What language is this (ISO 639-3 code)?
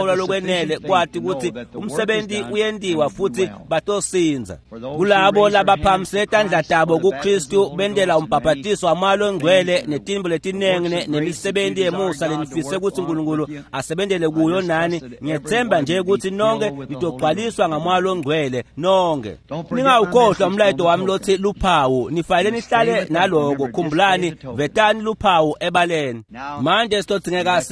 ssw